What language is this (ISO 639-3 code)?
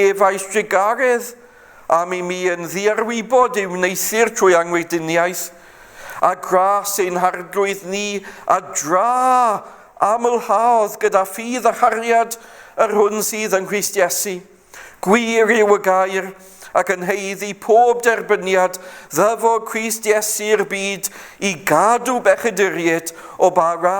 cym